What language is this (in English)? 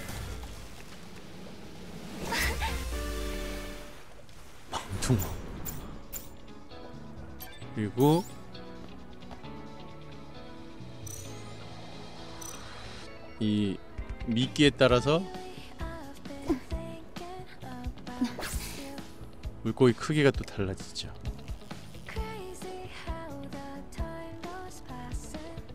Korean